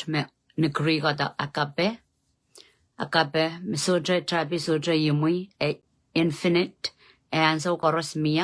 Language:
Pohnpeian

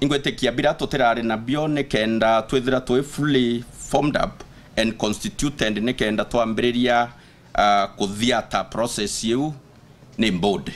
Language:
Meru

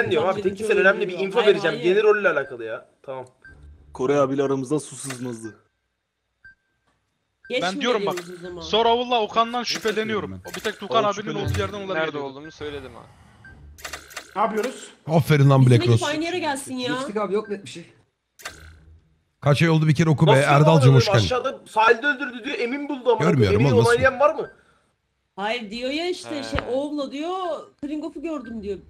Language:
Turkish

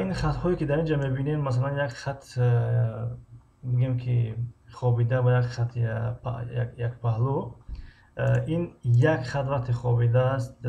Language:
Tajik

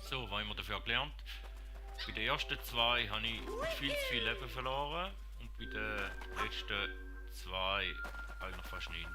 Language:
Swiss German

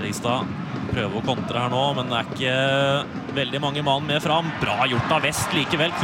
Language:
Norwegian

